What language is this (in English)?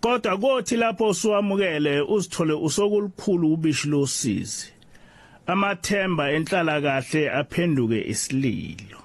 Zulu